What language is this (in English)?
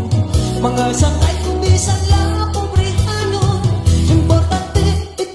Waray